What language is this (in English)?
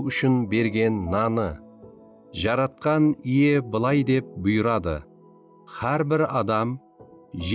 Kara-Kalpak